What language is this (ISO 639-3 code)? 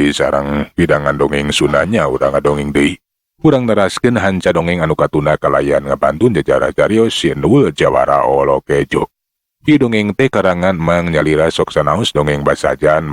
sun